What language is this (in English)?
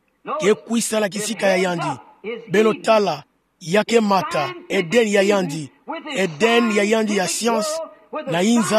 Kituba (Democratic Republic of Congo)